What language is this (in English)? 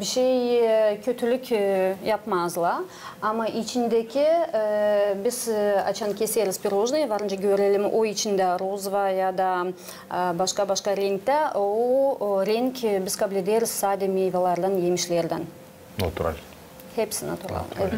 Gagauz